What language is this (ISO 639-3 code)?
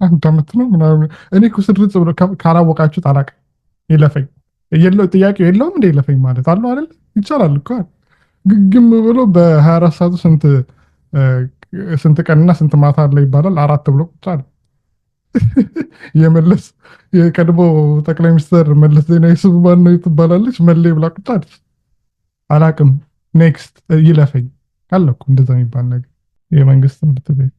amh